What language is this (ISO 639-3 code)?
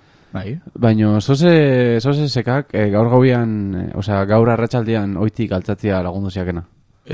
eus